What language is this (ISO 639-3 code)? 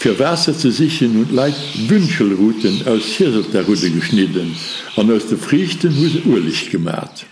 ltz